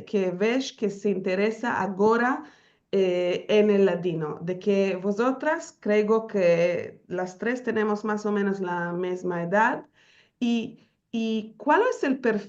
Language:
Ladino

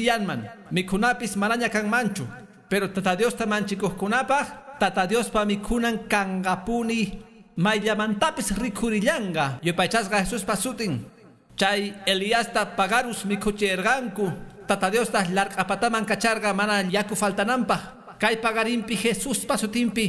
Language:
Quechua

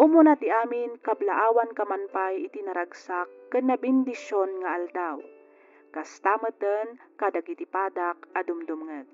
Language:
Iloko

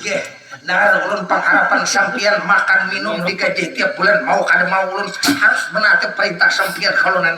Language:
Banjar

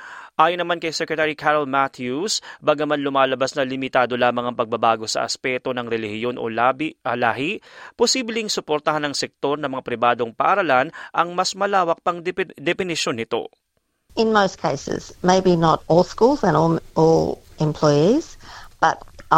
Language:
Filipino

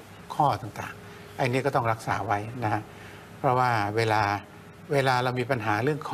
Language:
Thai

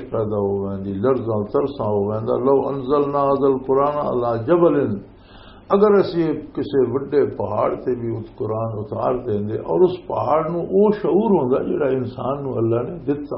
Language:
Western Panjabi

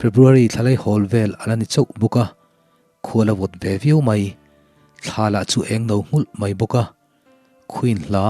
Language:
Mizo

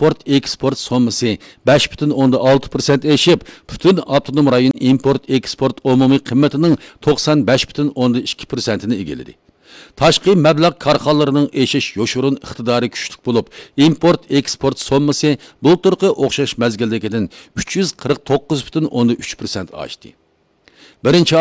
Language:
Uyghur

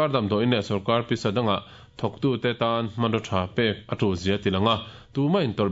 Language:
Mizo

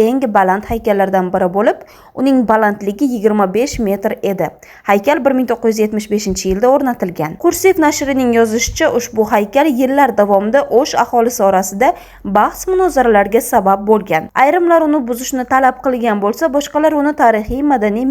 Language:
Uzbek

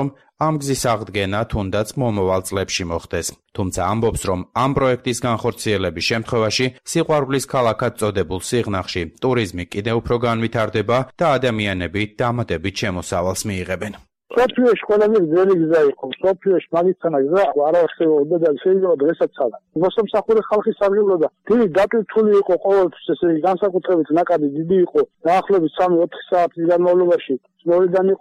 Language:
Georgian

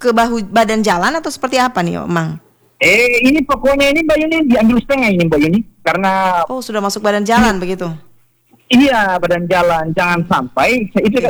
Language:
Indonesian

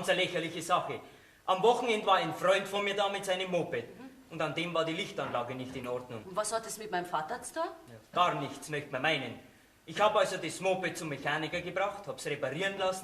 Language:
Bavarian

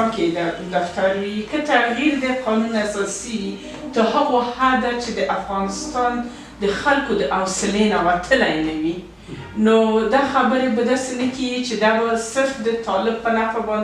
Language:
Pashto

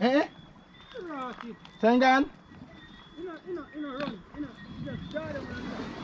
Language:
Jamaican Creole English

